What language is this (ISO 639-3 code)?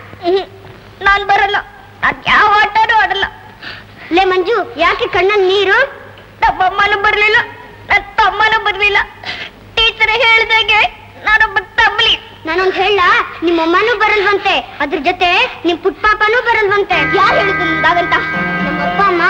kan